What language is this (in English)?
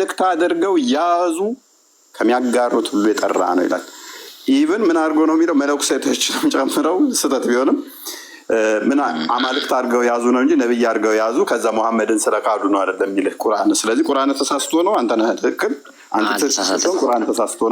Amharic